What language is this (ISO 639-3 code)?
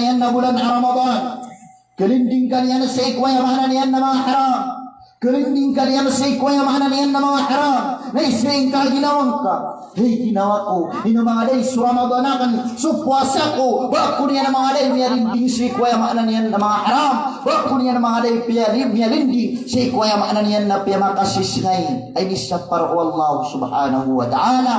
mrw